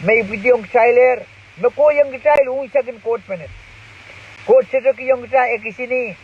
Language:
Pohnpeian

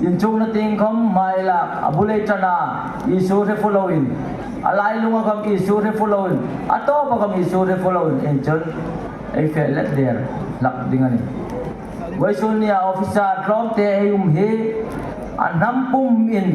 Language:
Hmar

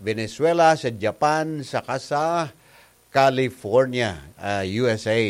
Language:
Bikol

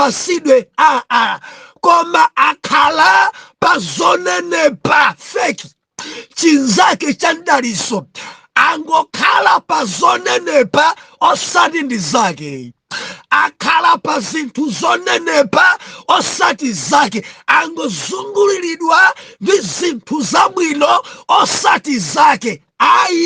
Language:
Nyanja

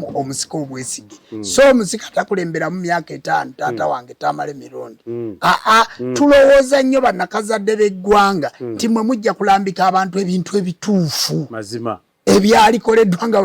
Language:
Ganda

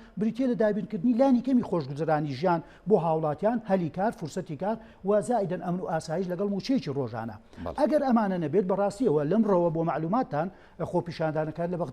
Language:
Central Kurdish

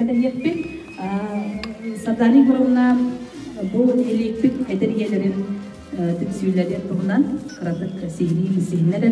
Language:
Yakut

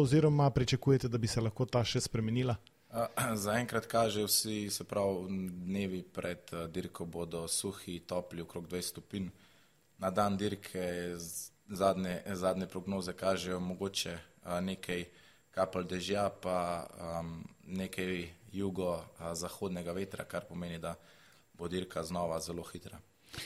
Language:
Slovenian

